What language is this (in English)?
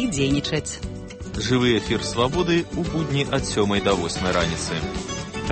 Belarusian